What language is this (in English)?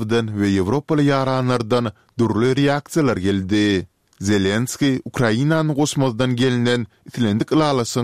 Turkmen